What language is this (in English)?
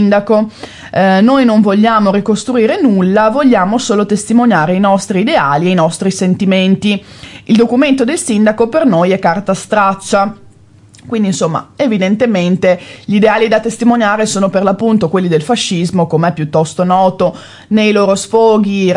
Italian